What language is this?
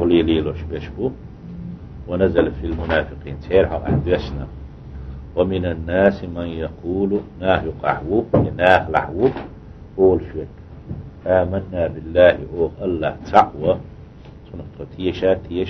Chechen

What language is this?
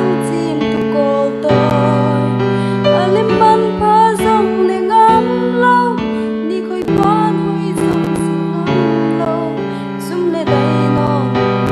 Paite Chin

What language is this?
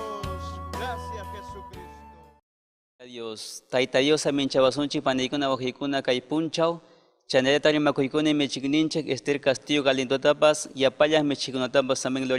Ayacucho Quechua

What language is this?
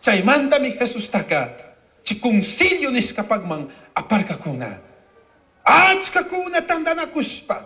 Chimborazo Highland Quichua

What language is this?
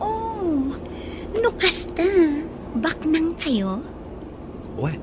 Iloko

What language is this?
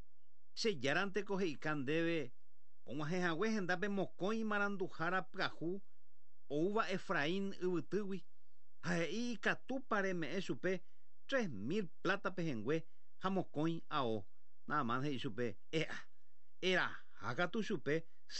Guarani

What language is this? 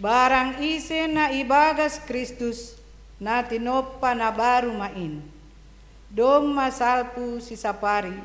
Batak Simalungun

